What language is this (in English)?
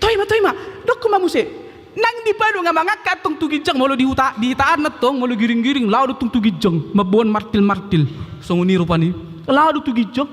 Batak Toba